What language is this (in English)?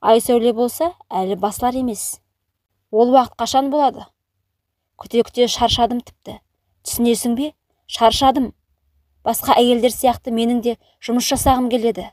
Kazakh